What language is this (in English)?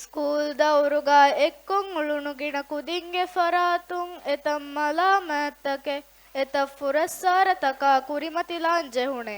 Divehi